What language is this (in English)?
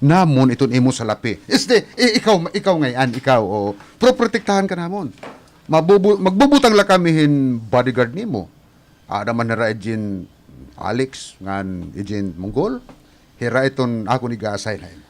Waray